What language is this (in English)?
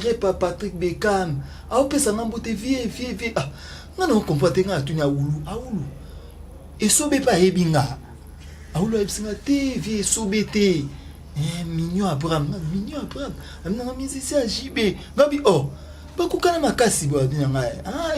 Lingala